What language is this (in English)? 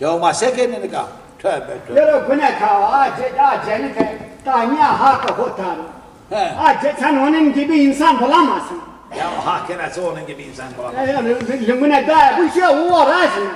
Zaza